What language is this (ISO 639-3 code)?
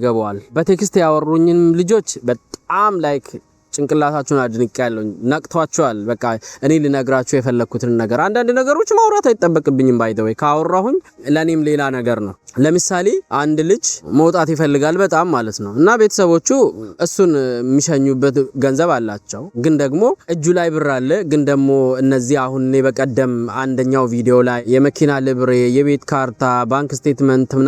amh